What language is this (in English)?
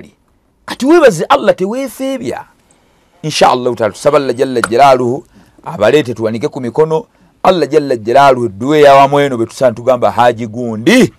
Ganda